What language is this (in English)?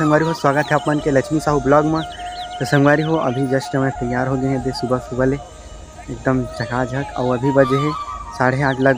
Chhattisgarhi